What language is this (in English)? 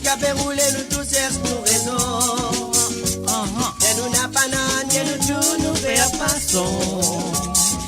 Morisyen